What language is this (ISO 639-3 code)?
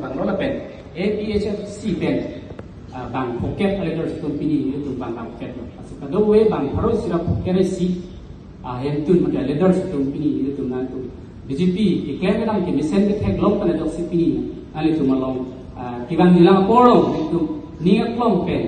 mjw